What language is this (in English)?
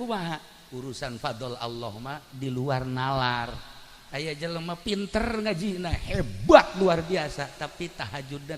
Sundanese